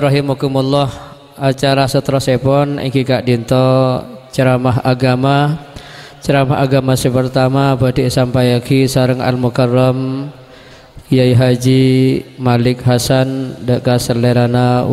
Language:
Madurese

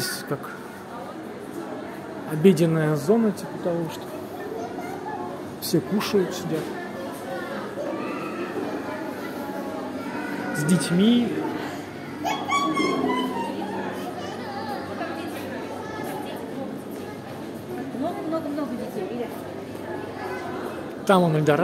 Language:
Russian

